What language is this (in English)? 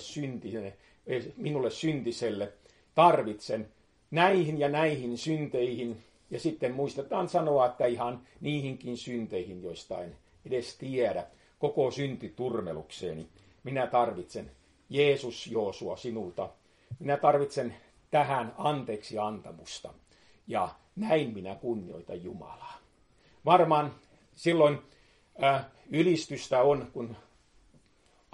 Finnish